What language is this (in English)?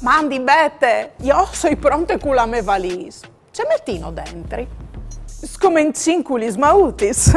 Friulian